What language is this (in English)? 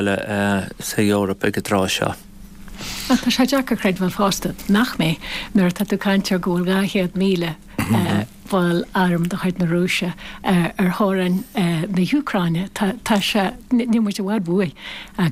Irish